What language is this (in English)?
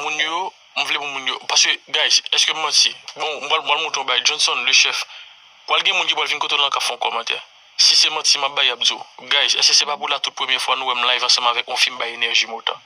Haitian Creole